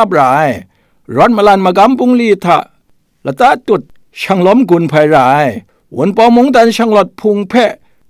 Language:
Kachin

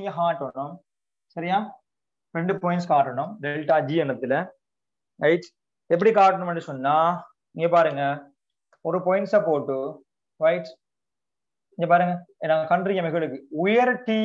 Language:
Tamil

